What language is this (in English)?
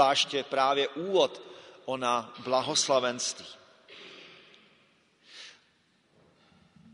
Czech